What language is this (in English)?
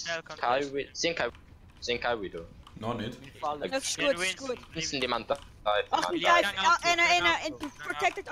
Swiss German